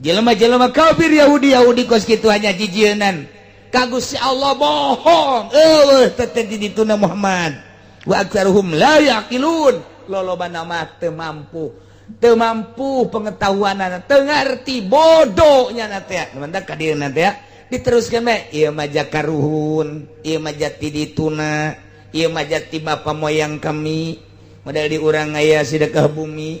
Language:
Sundanese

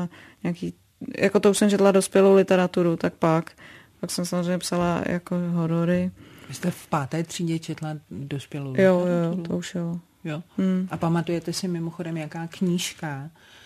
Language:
Czech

